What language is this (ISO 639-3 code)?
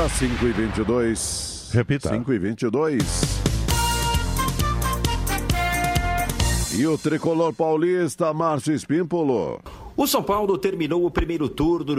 por